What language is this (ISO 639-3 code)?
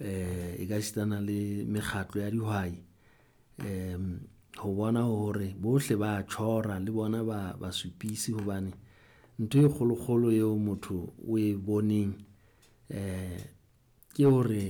sot